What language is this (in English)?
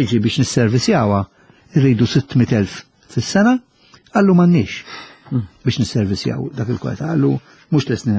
Maltese